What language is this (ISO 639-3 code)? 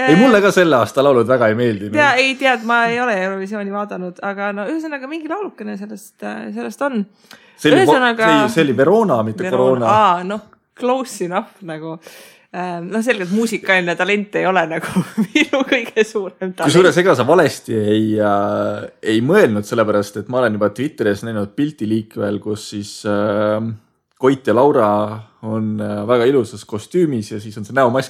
est